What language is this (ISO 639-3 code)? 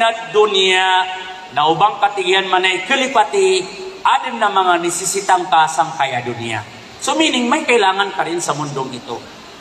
mrw